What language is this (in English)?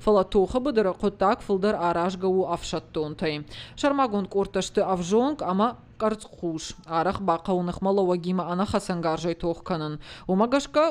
Ossetic